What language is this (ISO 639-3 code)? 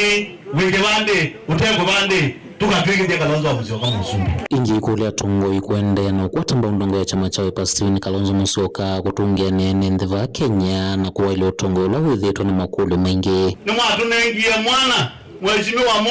kam